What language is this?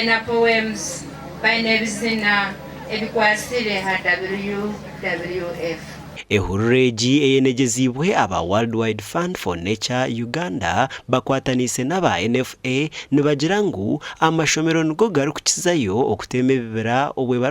Nyankole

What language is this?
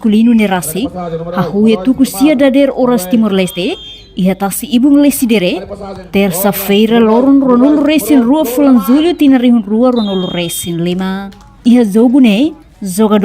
Tetum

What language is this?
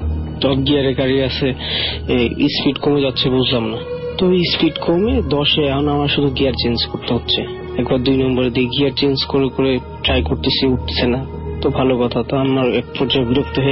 Bangla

